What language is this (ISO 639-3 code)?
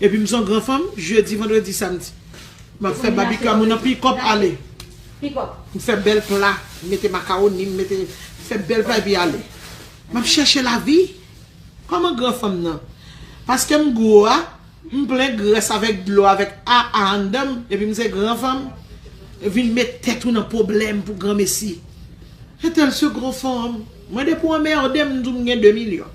hat